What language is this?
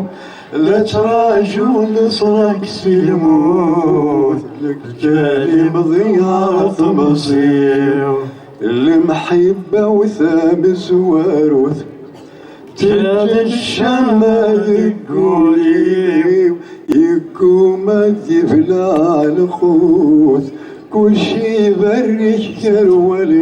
Kabyle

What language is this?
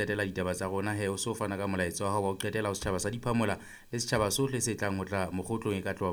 Southern Sotho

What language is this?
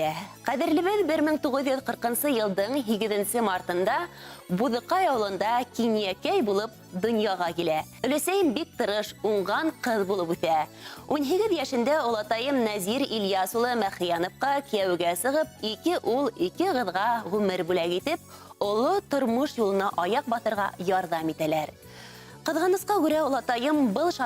Bashkir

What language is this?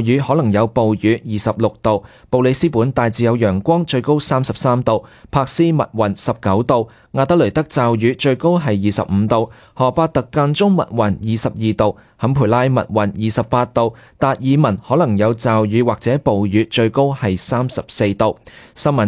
Cantonese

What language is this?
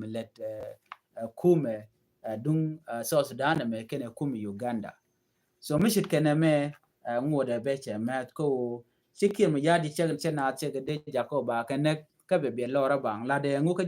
Nuer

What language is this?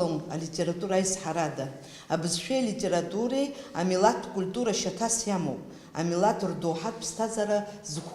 Abkhazian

